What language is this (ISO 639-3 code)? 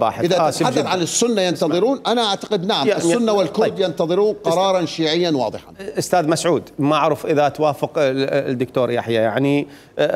acm